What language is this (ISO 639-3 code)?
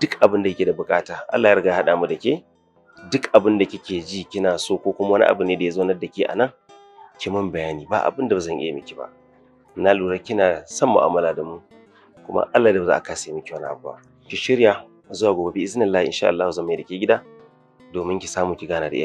hau